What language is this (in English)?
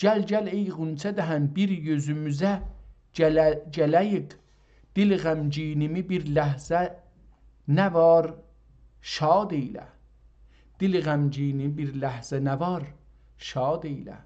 South Azerbaijani